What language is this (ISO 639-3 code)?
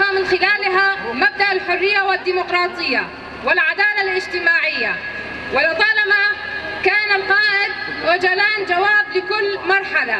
kur